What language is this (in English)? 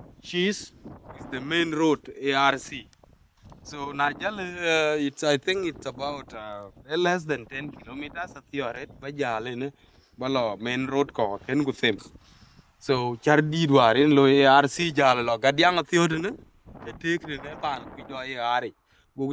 Dinka